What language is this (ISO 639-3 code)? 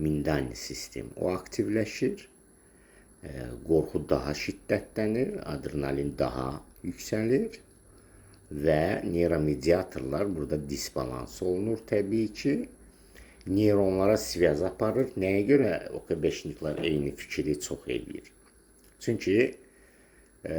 aze